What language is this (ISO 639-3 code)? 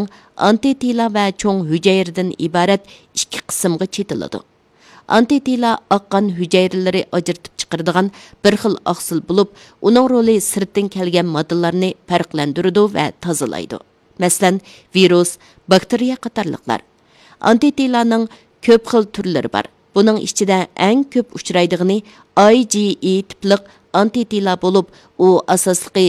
uig